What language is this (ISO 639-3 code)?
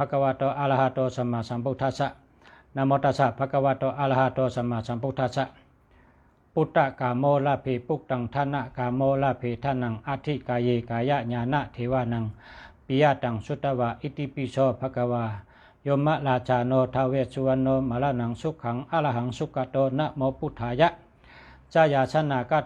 shn